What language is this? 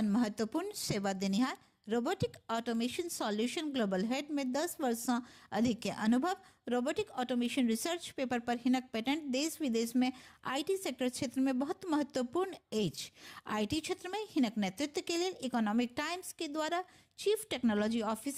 Maithili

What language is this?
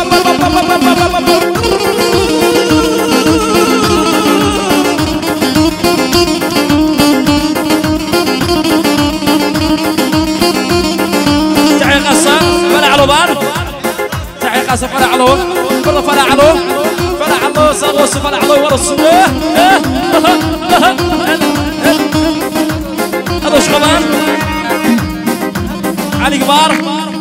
Turkish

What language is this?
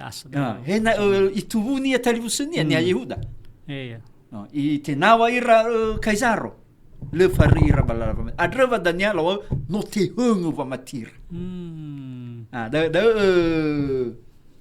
Nias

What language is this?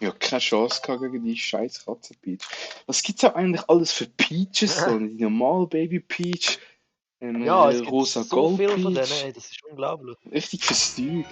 Swiss German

